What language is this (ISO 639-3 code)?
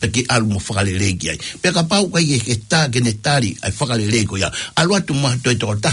ton